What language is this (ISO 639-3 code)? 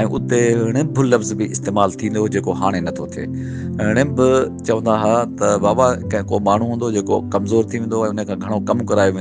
snd